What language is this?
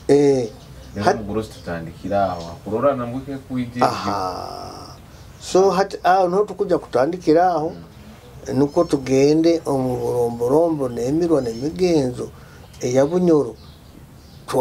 Nyoro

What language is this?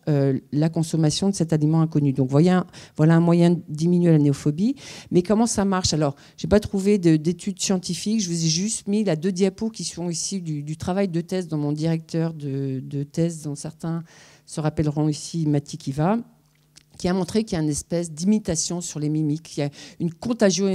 French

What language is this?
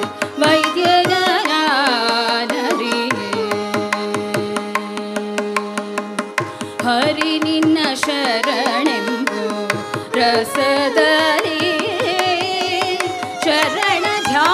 Kannada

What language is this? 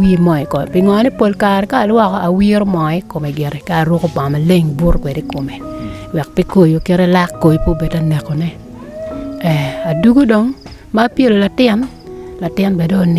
Acoli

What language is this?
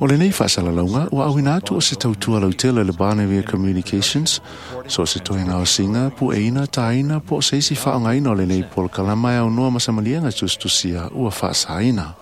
Samoan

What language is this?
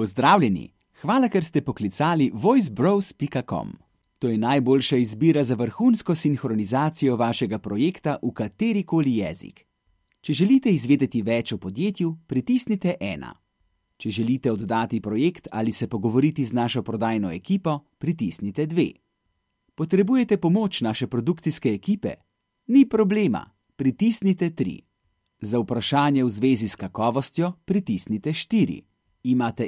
Slovenian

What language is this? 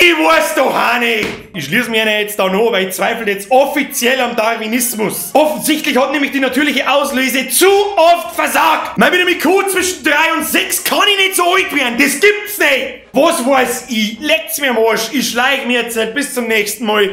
Bavarian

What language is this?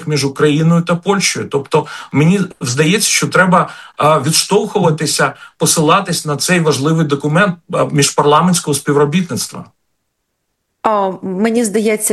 Ukrainian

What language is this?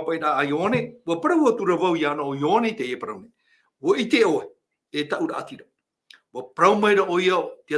Tahitian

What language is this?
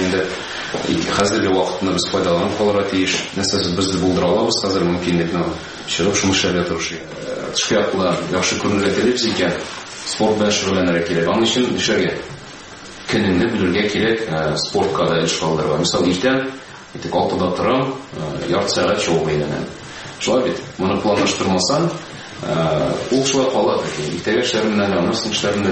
Tatar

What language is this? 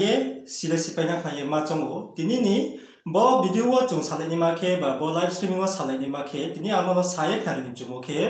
Riang (India)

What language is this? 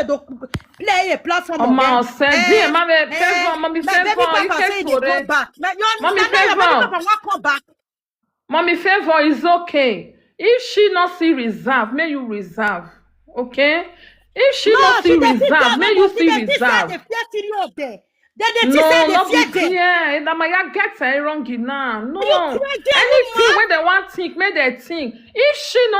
Nigerian Pidgin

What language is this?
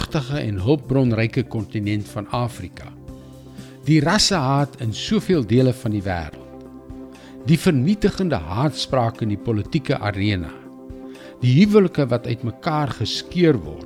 Afrikaans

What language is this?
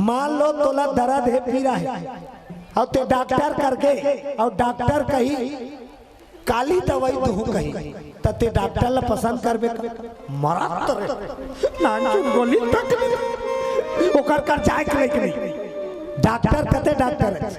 Chhattisgarhi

